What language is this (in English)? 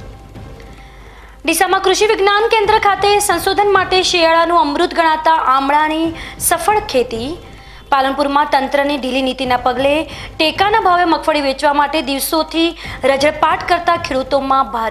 Gujarati